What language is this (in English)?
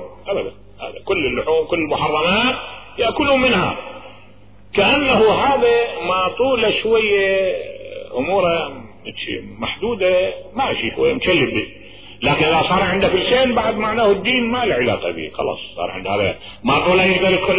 Mesopotamian Arabic